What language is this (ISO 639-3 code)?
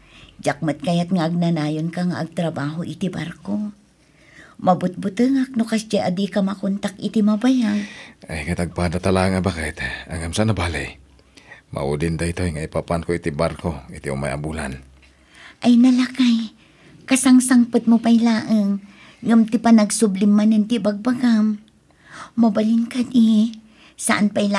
ilo